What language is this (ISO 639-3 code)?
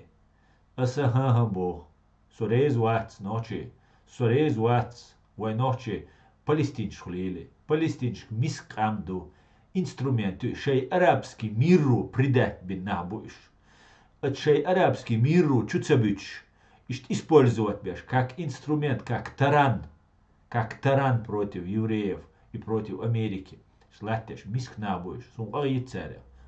che